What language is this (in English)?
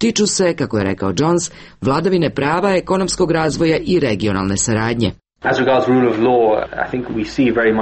Serbian